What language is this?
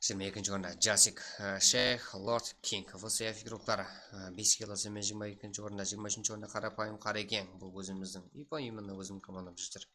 Kara-Kalpak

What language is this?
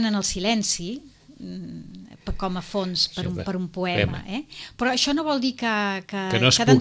Catalan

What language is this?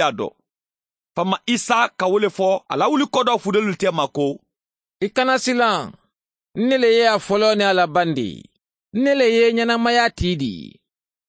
Mandingo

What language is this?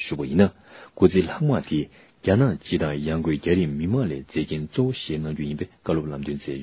Tibetan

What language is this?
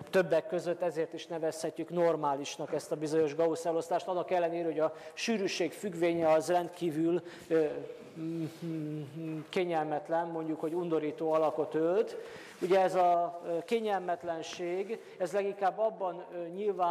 Hungarian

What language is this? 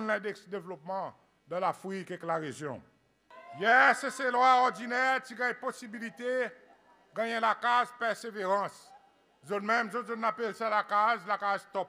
Seselwa Creole French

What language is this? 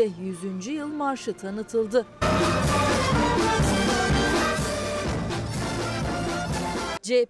Turkish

